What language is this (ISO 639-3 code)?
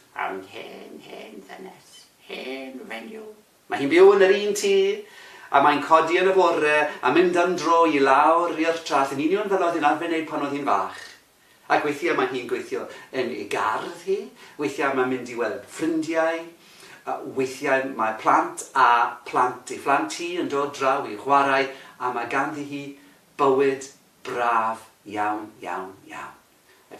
cym